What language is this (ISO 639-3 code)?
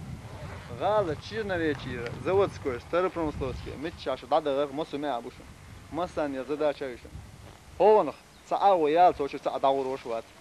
che